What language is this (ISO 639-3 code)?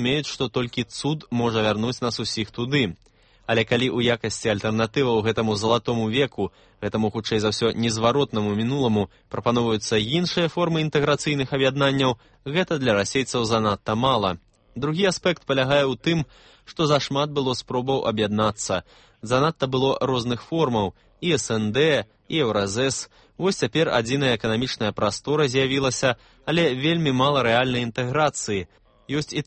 bel